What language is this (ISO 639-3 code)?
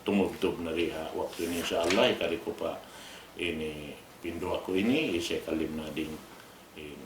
tsg